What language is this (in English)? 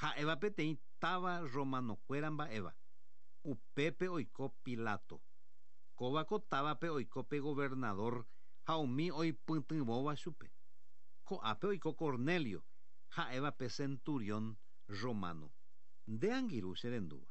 Guarani